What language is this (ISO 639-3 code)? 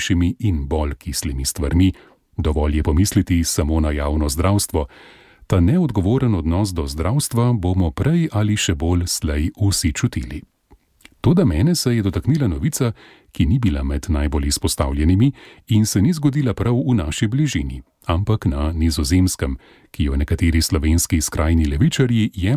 slv